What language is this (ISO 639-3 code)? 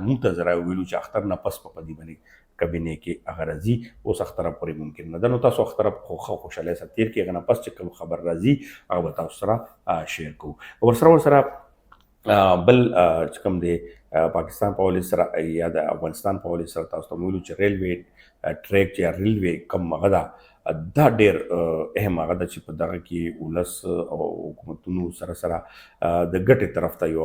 pus